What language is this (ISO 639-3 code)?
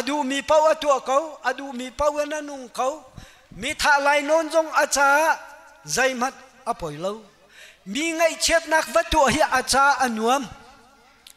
cnh